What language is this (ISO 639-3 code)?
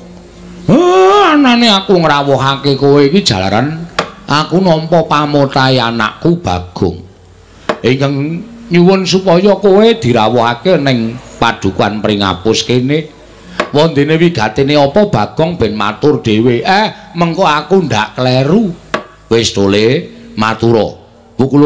jav